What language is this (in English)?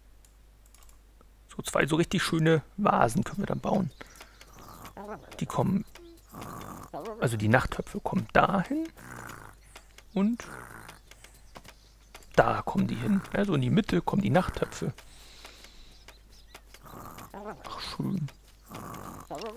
German